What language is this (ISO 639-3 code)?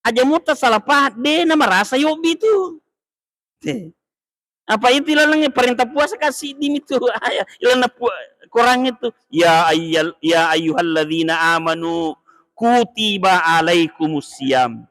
bug